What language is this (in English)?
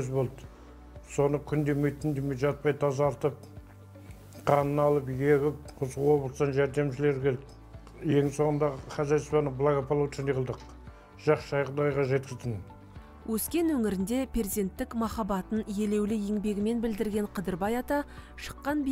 Kazakh